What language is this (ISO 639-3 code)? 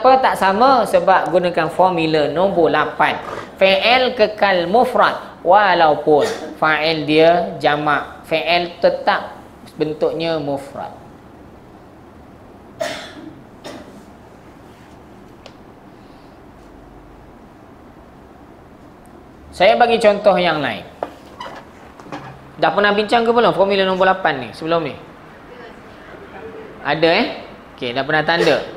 msa